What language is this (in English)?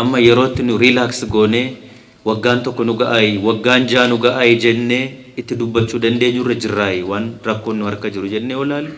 Oromo